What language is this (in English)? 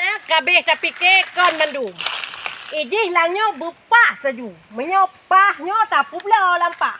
Achinese